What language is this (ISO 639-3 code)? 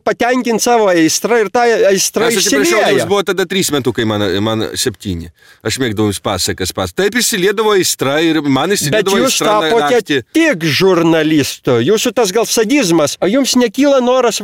lit